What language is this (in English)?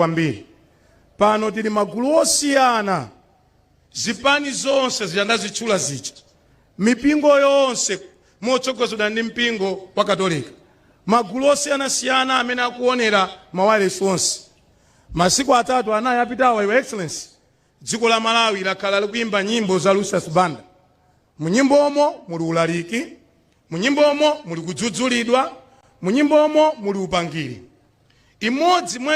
Nyanja